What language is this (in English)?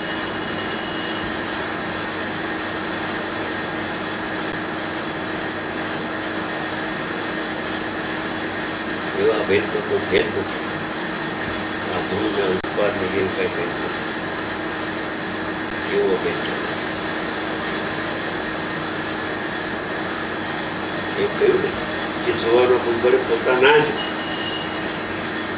Gujarati